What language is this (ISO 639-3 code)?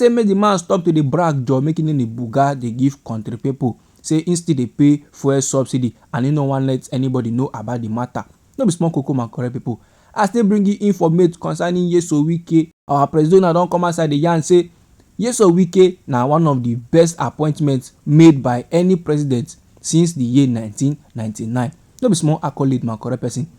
pcm